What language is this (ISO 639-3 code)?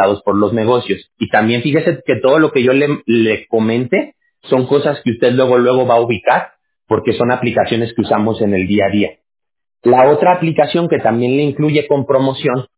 spa